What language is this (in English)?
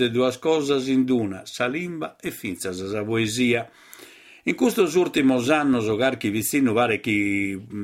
Sardinian